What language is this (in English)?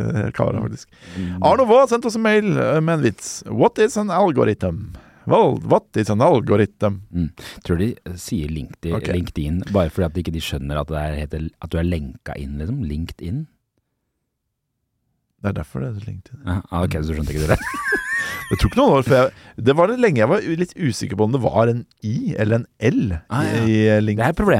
Norwegian